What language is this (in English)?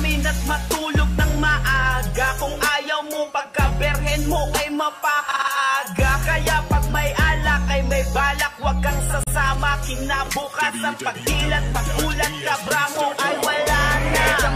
Filipino